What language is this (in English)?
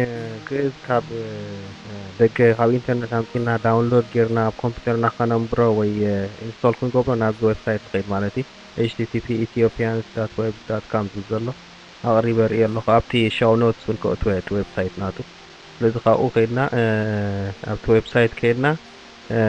Tigrinya